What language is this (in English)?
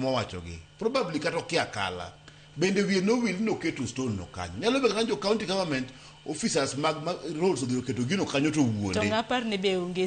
Luo (Kenya and Tanzania)